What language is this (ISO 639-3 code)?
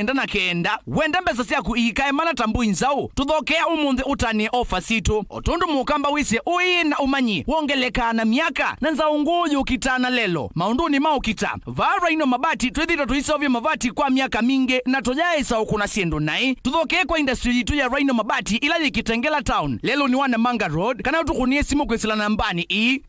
kam